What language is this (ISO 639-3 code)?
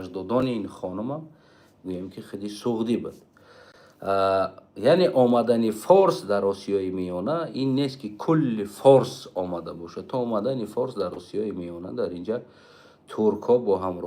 tgk